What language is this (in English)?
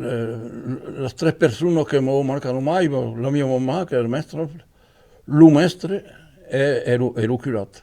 Occitan